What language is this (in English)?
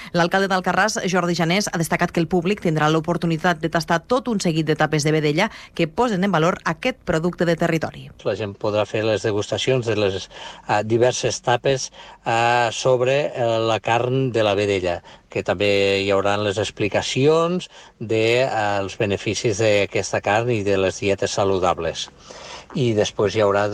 Catalan